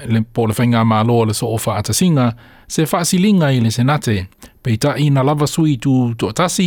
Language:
Samoan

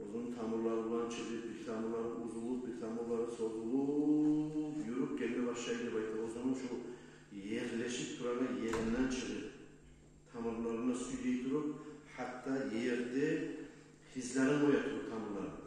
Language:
Kumyk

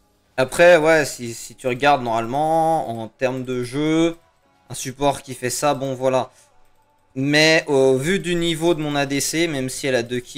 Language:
French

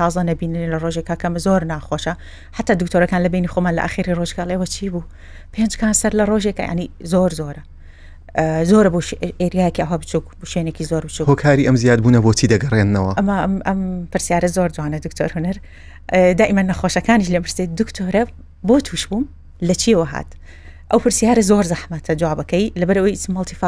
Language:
Central Kurdish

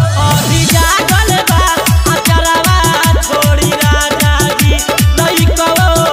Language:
Bhojpuri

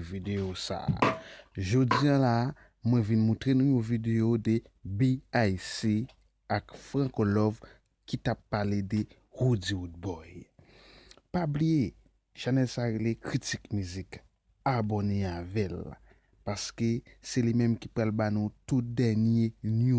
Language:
Haitian Creole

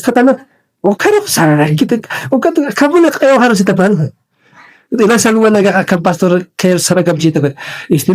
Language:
Aymara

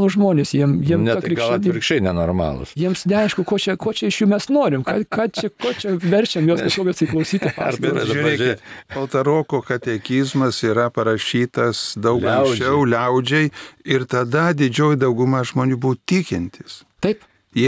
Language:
Lithuanian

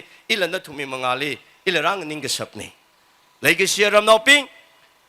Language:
Tangkhul Naga (India)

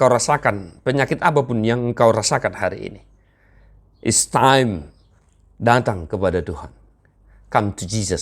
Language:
Batak Toba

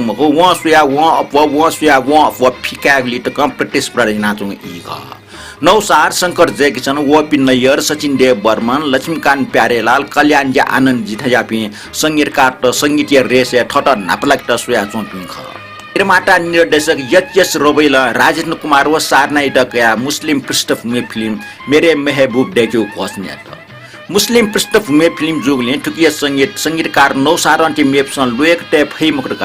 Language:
Newari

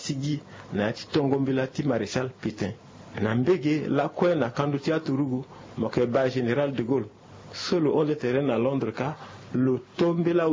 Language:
Sango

